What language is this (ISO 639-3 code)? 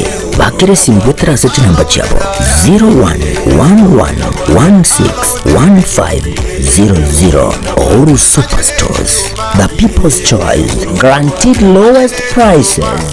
guz